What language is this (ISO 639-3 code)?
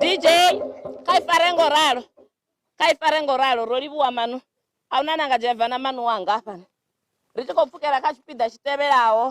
ven